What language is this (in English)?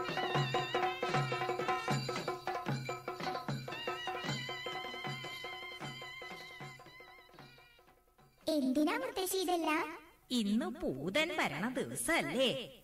Malayalam